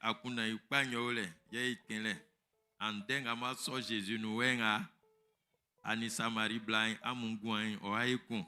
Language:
Baoulé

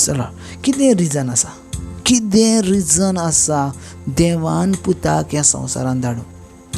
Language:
Konkani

